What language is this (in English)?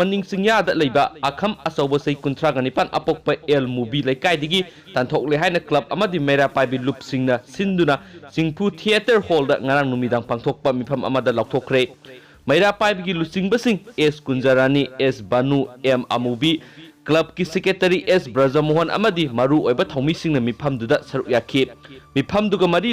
Manipuri